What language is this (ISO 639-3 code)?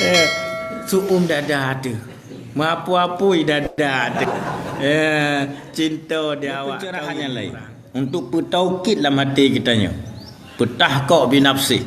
ace